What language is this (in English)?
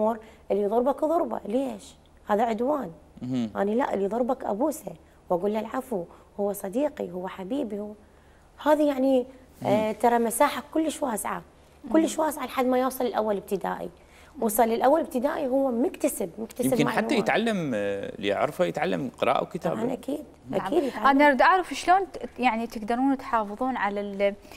Mesopotamian Arabic